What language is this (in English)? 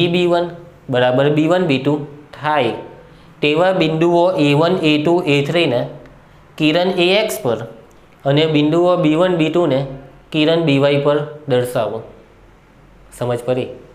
Gujarati